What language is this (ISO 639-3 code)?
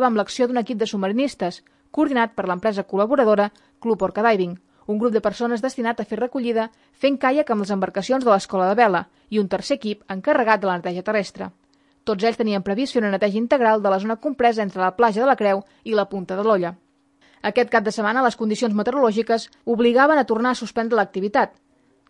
cat